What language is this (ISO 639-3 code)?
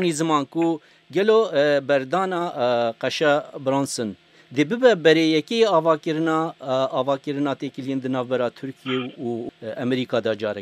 kur